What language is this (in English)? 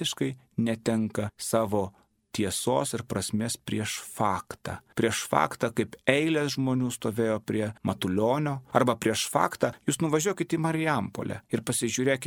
Lithuanian